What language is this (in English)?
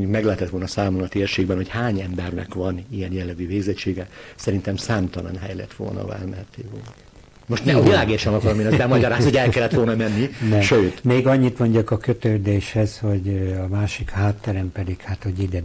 Hungarian